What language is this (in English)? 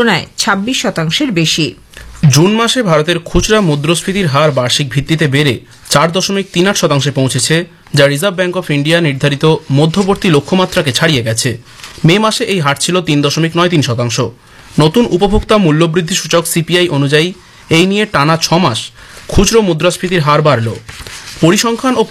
Bangla